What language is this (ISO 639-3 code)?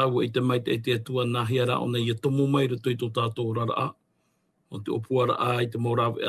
tah